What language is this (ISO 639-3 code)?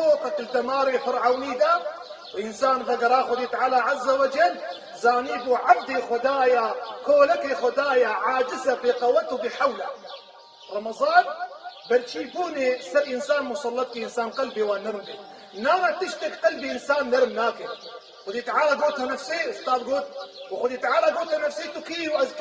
kur